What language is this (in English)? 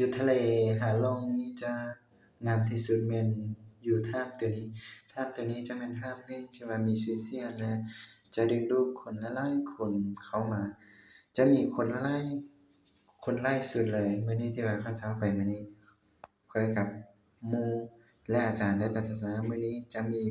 Lao